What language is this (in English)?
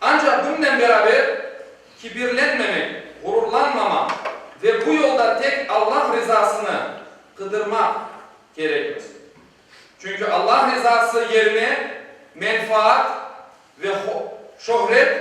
Crimean Tatar